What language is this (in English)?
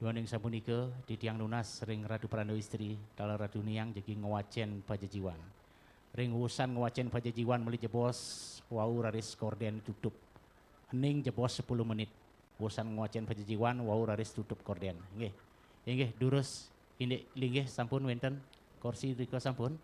Balinese